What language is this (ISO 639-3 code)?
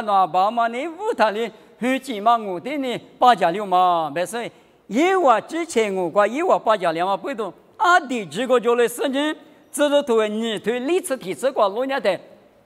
lis